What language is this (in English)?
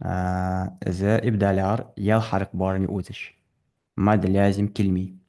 Ingush